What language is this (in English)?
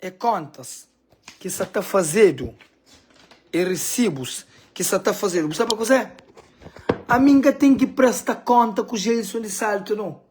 Kabuverdianu